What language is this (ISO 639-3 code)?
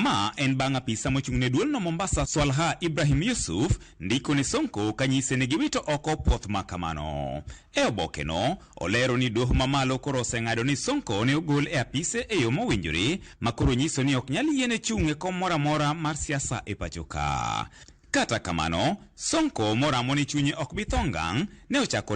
luo